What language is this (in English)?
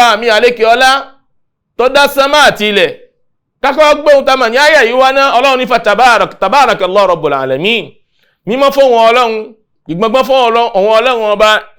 Yoruba